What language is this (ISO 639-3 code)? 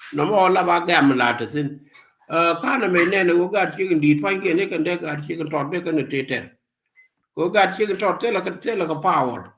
nus